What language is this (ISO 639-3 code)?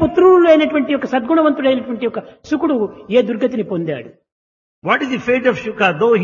tel